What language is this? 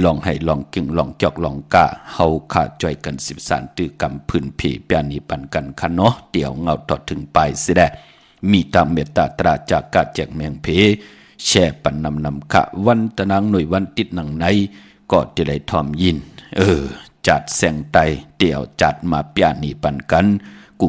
Shan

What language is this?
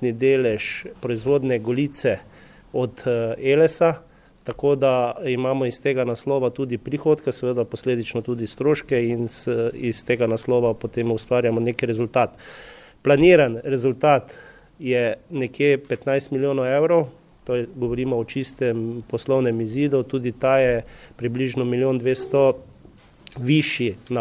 Slovenian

